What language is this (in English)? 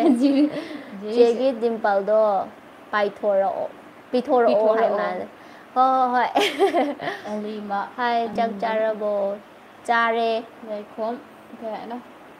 Manipuri